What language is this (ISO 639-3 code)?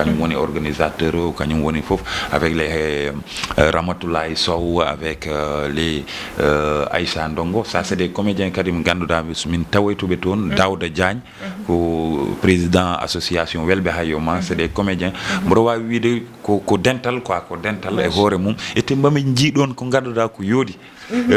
ful